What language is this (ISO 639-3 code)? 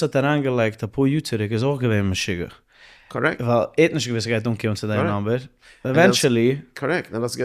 yid